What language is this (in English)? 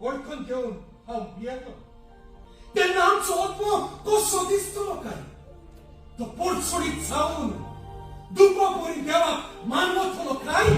Konkani